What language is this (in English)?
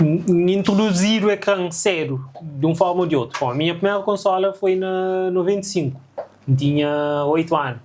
Kabuverdianu